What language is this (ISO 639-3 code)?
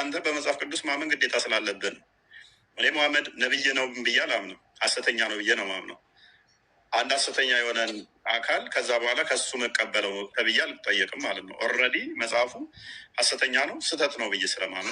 amh